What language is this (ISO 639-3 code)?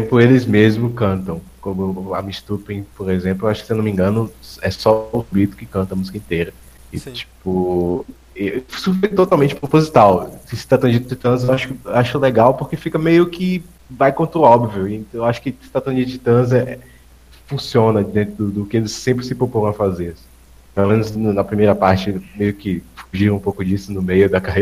por